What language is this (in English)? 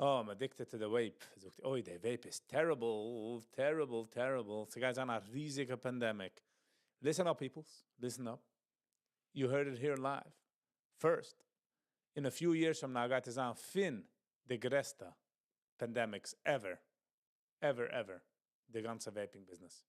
Yiddish